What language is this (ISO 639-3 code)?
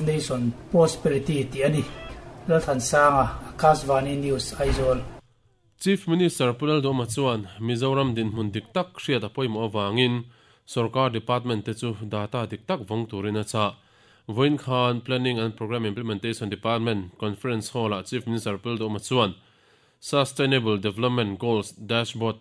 lus